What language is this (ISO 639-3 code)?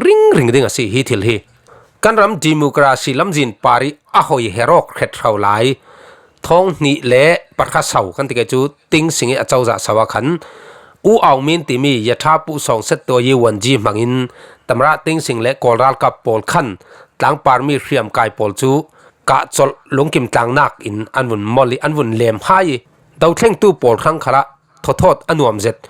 cfm